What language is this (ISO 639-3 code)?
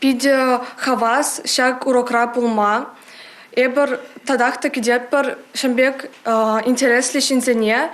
chv